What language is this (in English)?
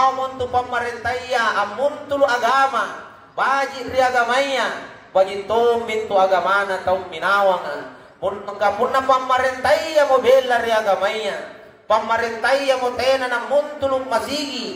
Makasar